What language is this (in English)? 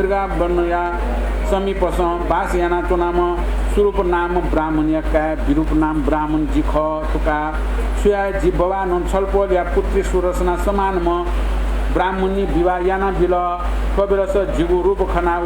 Newari